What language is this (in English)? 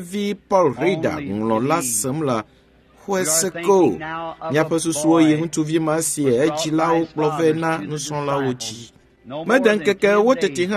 Ewe